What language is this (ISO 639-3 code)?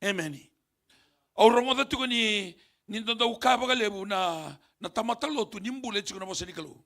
fij